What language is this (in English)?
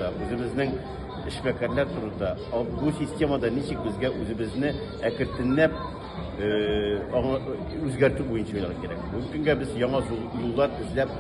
Tatar